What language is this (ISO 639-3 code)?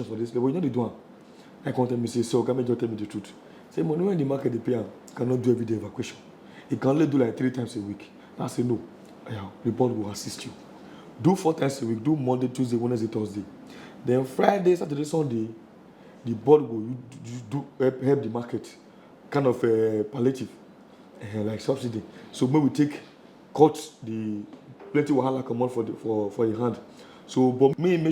pcm